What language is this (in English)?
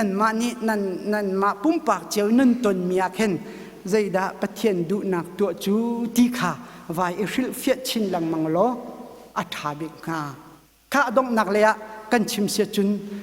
Hakha Chin